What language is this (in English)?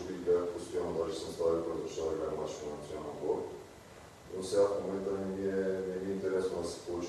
Bulgarian